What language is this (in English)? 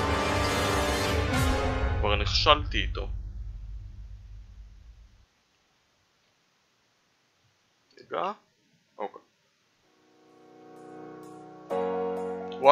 Hebrew